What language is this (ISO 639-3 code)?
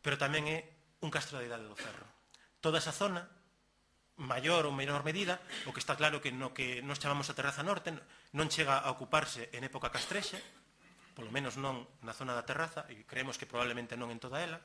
glg